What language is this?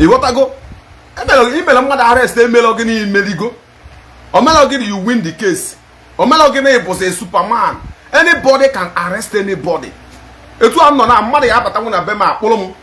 Igbo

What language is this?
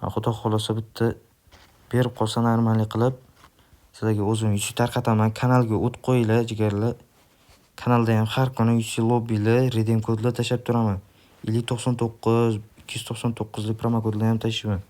Uzbek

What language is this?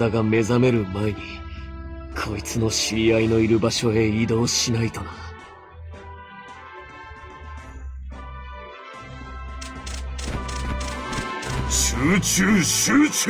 Japanese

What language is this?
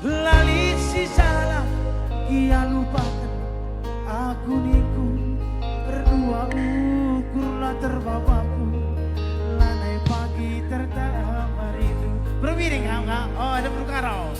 Batak Karo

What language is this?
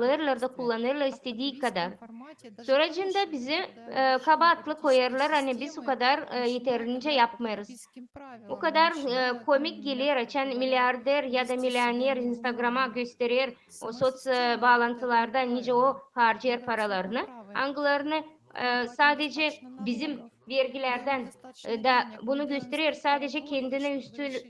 Gagauz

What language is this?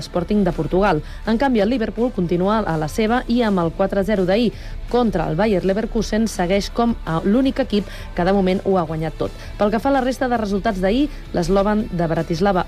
Catalan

